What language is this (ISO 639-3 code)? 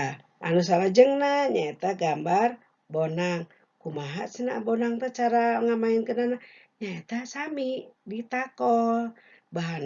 sun